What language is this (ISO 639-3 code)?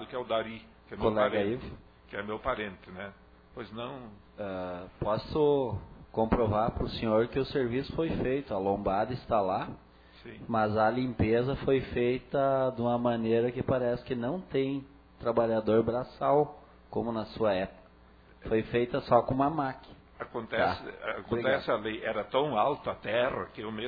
por